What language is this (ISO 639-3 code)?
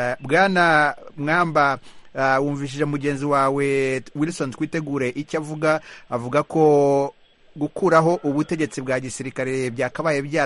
kin